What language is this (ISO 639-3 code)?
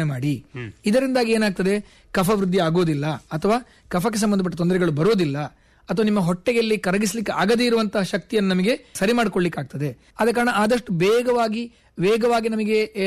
kan